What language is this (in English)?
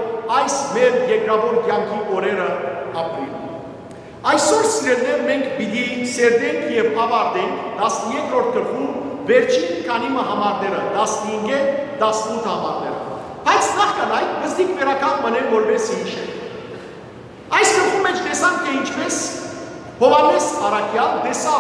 Western Armenian